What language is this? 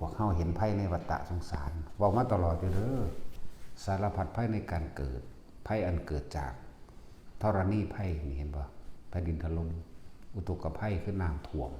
Northeastern Thai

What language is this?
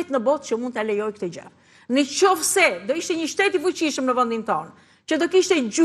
Albanian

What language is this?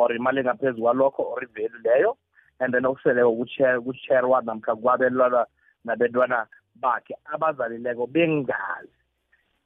South Ndebele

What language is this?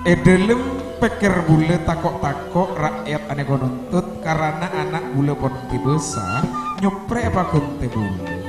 Madurese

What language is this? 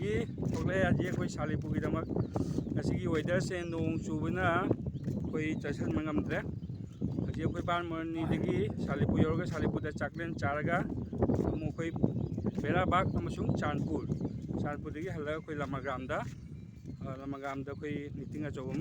Manipuri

